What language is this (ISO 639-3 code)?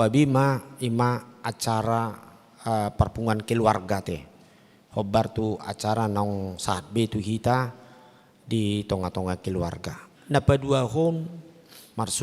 bbc